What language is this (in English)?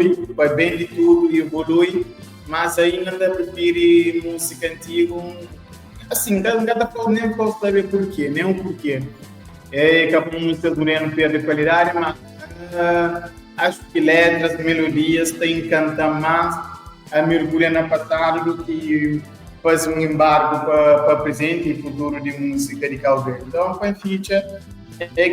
Kabuverdianu